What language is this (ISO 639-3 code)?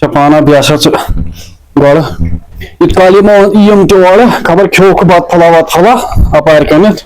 kas